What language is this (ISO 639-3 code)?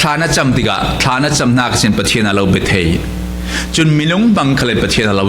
cfm